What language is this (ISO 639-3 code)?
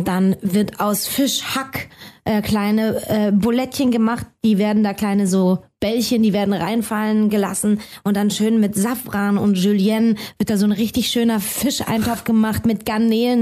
deu